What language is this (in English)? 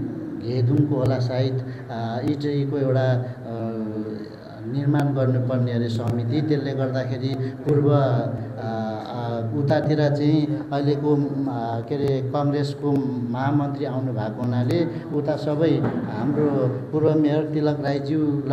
Nepali